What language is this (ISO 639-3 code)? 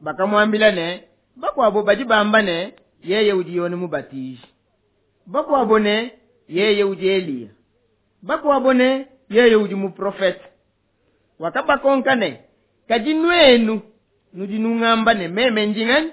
lua